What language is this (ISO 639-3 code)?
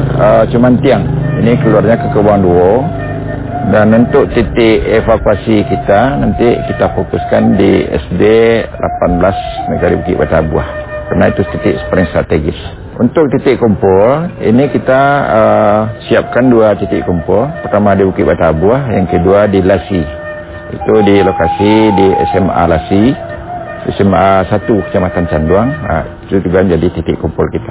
ind